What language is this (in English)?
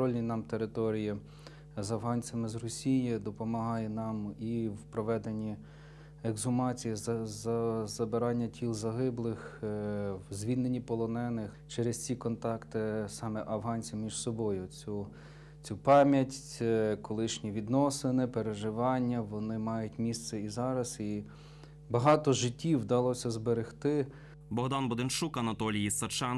Ukrainian